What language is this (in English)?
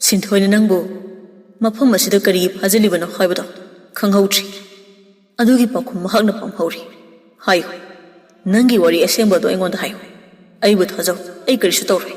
Manipuri